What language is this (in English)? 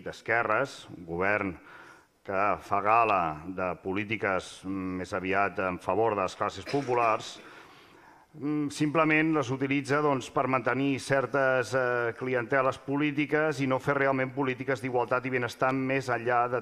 Catalan